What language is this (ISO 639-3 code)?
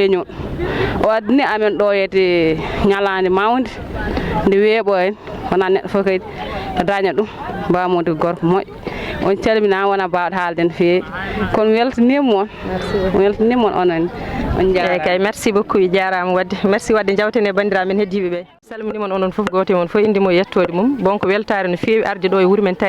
ful